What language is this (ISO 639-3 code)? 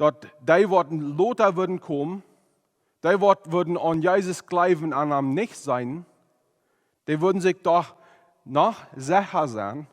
pdt